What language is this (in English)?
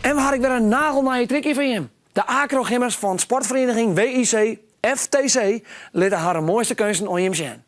Western Frisian